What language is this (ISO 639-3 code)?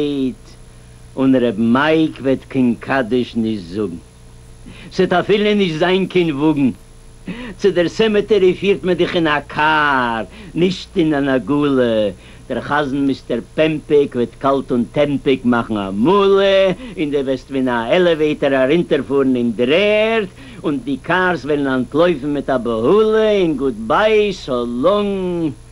yid